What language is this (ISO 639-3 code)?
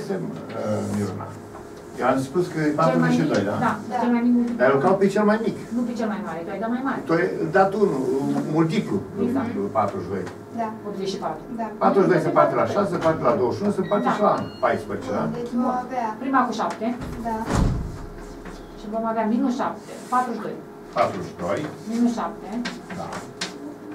ron